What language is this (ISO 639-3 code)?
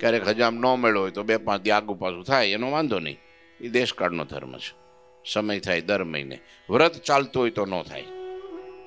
guj